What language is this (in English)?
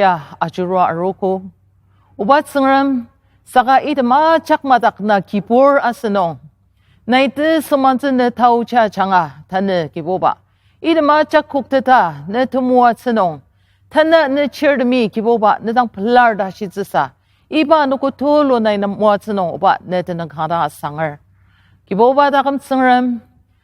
Ao Naga